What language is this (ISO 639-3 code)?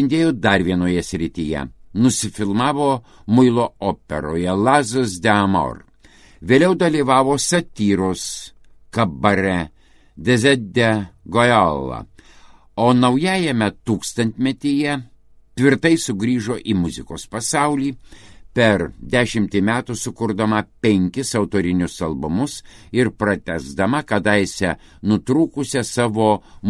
lit